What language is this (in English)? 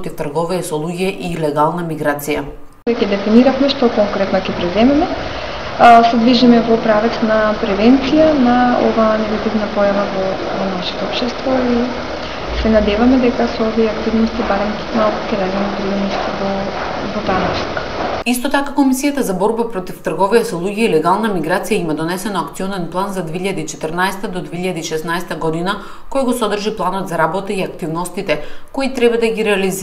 Macedonian